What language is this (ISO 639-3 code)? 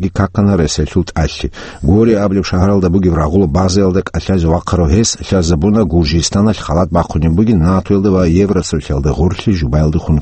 ava